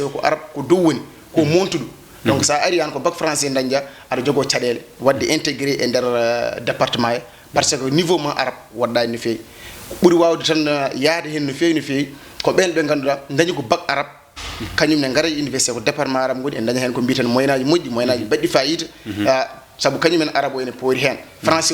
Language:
Fula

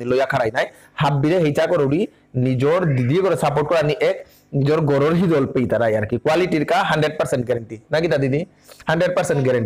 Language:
Bishnupriya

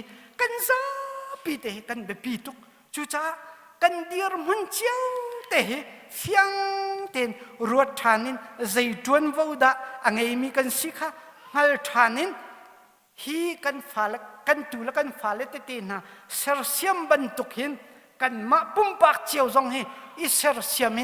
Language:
Hakha Chin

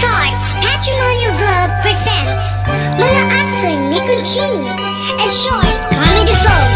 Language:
Waray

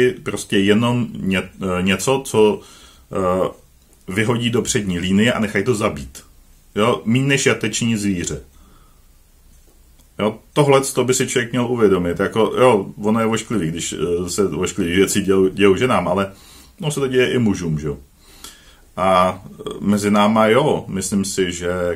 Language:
Czech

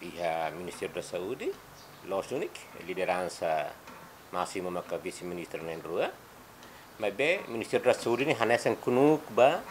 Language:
Tetum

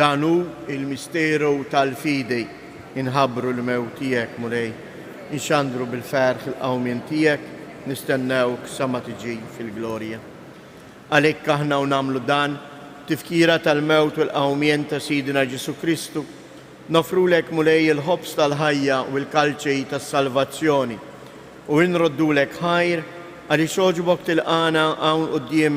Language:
Maltese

